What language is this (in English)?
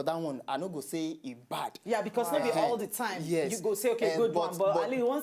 Nigerian Pidgin